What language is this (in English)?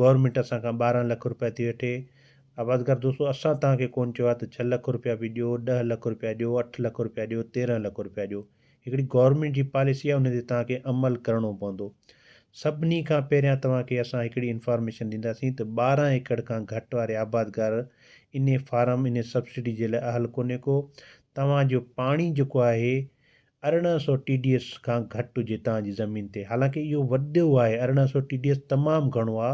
Sindhi